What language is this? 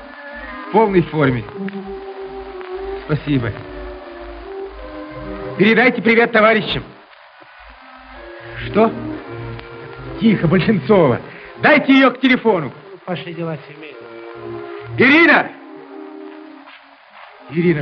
Russian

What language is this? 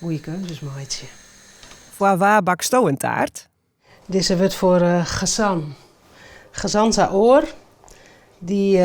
Western Frisian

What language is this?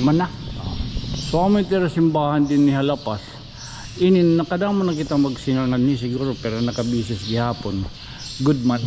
Waray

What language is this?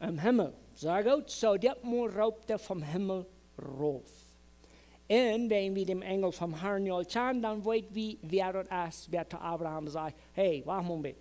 Plautdietsch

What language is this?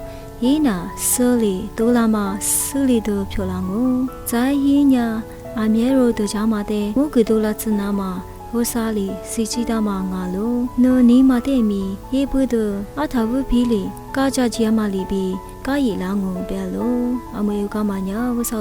Lisu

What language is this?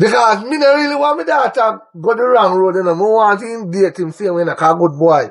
Jamaican Creole English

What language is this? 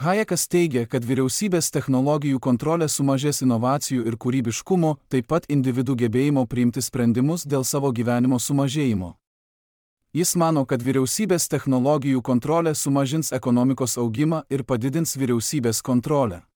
Lithuanian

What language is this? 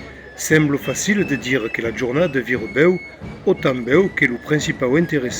Occitan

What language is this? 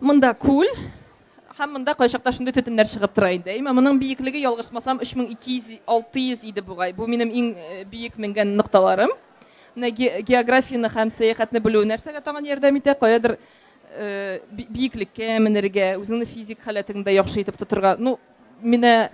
Tatar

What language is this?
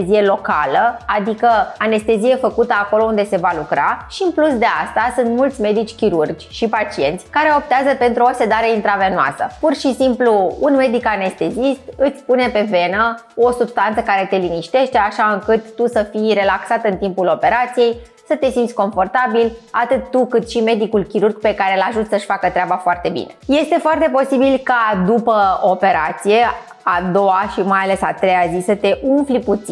Romanian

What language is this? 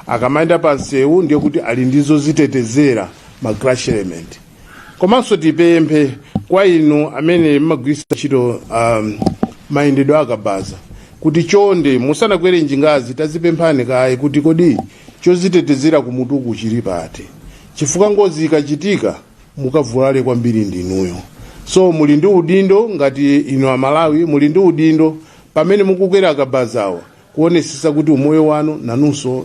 Nyanja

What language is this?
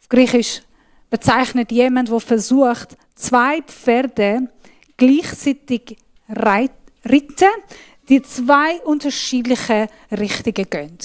Swiss German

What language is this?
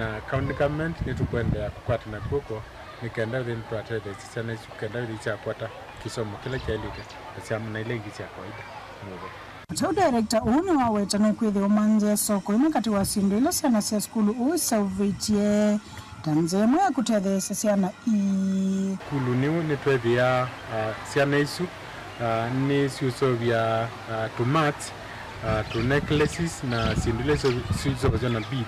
Kamba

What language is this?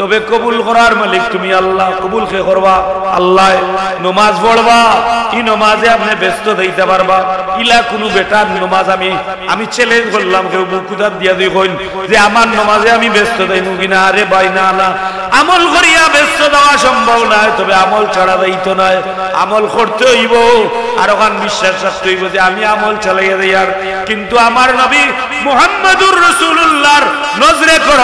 Sylheti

